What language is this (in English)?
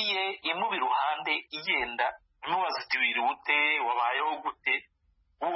Kinyarwanda